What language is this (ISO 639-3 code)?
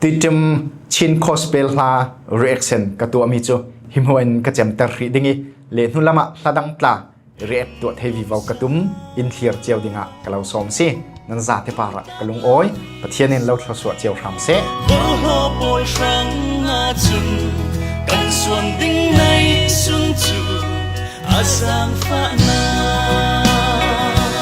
cfm